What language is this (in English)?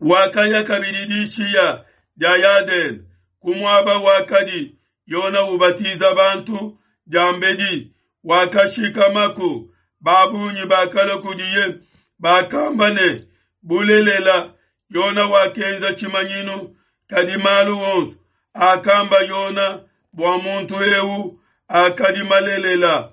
Luba-Lulua